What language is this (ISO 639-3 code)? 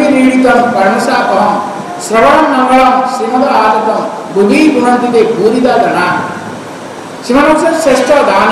ori